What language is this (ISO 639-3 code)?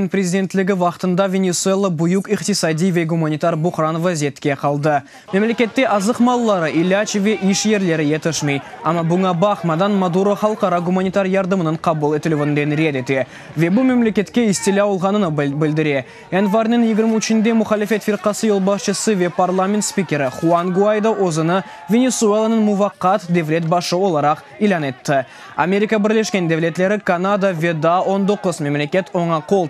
crh